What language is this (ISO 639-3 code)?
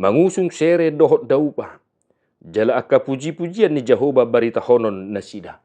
bbc